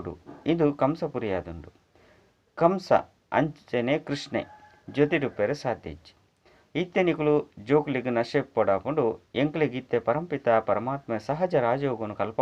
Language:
Tulu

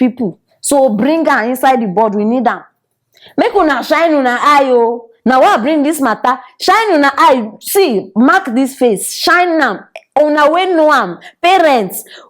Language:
Nigerian Pidgin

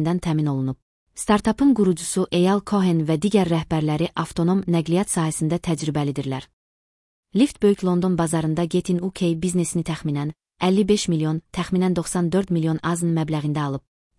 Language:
Azerbaijani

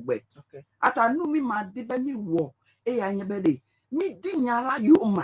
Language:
Ewe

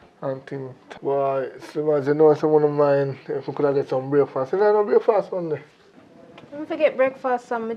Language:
Jamaican Creole English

